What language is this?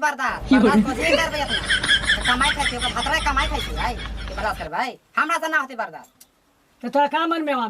Magahi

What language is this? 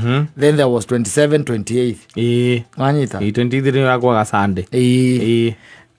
Kikuyu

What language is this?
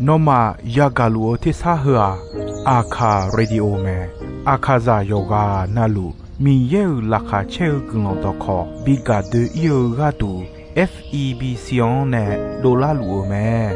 Akha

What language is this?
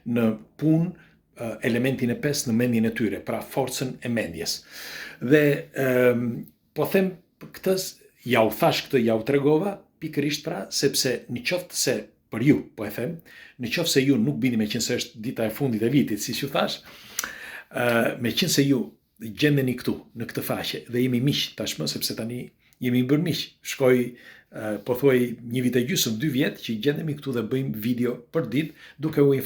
Albanian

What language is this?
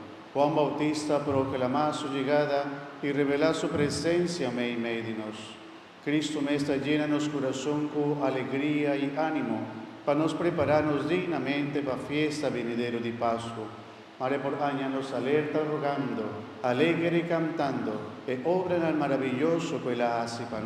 Papiamento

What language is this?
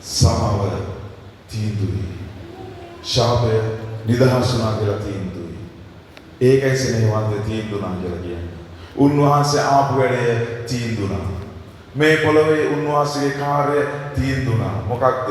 Sinhala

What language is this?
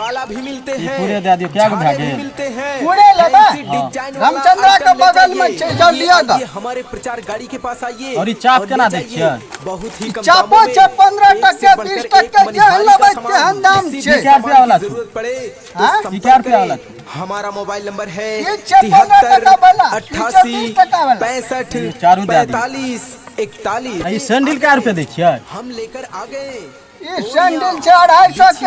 Maithili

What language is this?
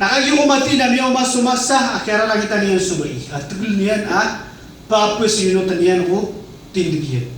Maranao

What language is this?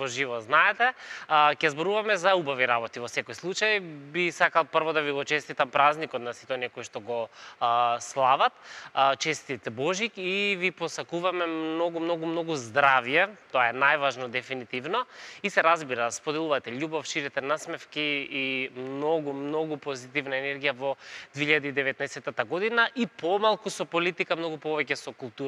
Macedonian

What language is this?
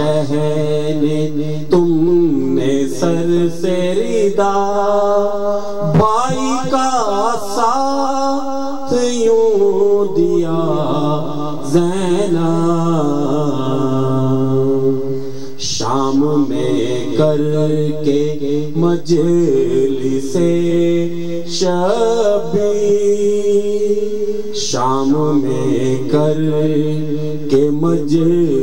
Urdu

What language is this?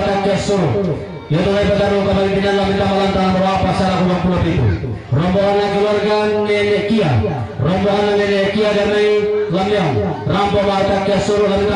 Toraja-Sa'dan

